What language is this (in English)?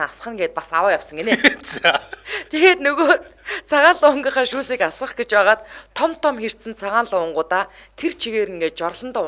Mongolian